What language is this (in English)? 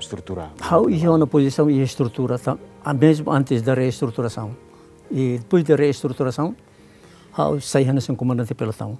Tetum